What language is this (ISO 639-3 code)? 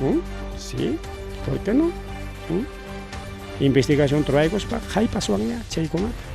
quy